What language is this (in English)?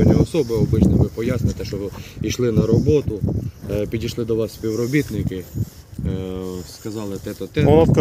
Ukrainian